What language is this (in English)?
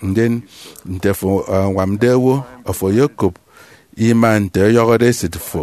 Efik